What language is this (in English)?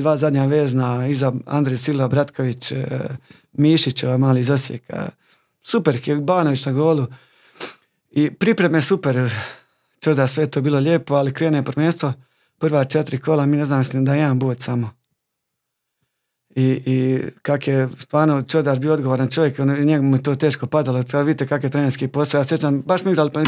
Croatian